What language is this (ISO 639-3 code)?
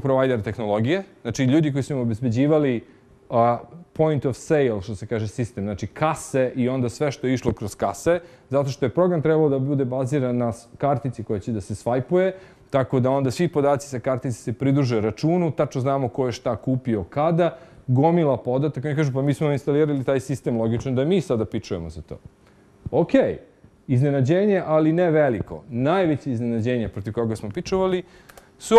srp